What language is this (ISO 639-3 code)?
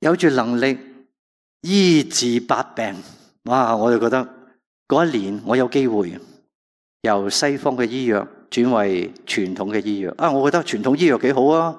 yue